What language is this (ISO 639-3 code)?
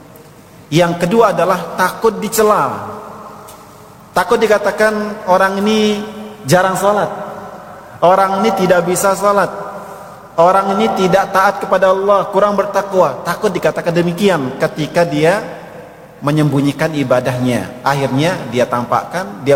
ind